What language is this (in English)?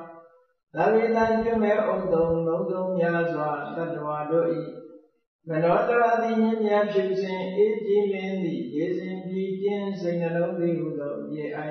Burmese